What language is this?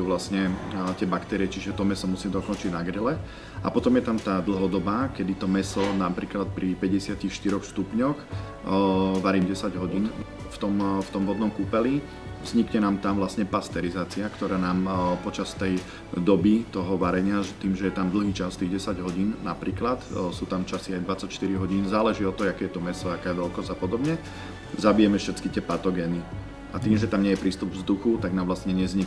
Slovak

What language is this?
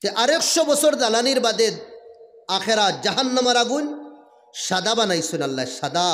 Sylheti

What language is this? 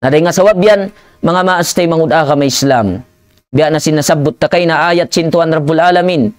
Tausug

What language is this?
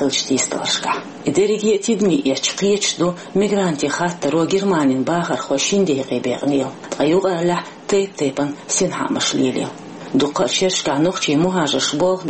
Chechen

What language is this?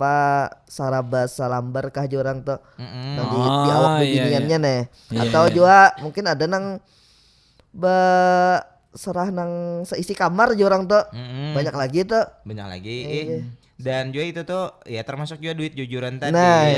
Banjar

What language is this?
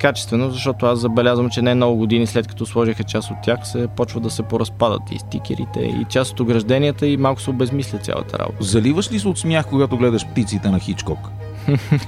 Bulgarian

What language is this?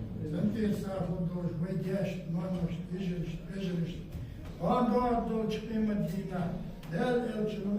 Ingush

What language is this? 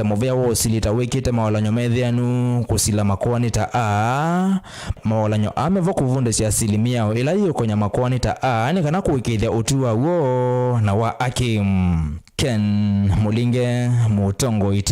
Kamba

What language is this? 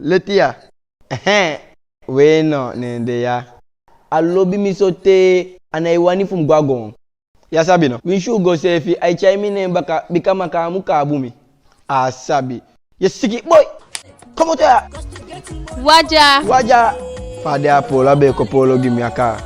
Eastern Maroon Creole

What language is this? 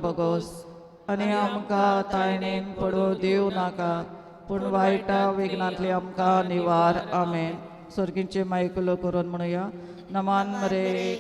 Konkani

